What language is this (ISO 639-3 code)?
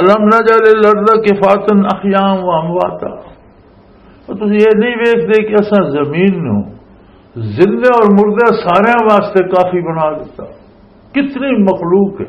lah